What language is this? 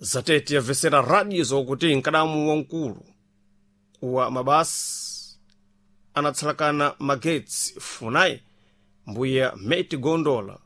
Sena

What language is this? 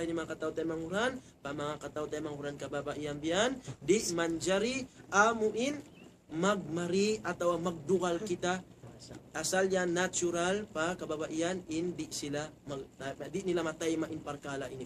Tausug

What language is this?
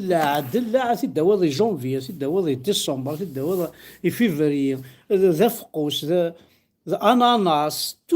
Kabyle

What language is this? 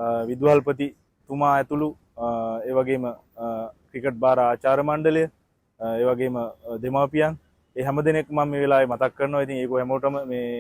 Sinhala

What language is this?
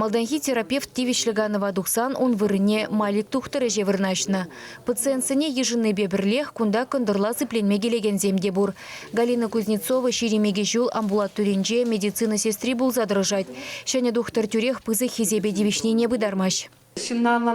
Chuvash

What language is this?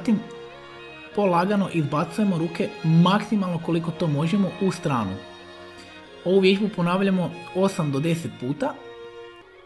Croatian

